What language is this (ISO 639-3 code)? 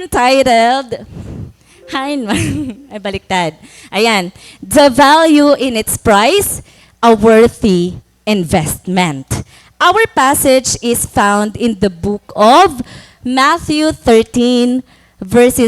war